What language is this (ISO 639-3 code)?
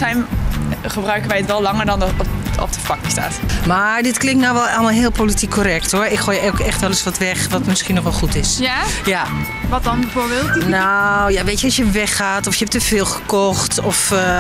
nld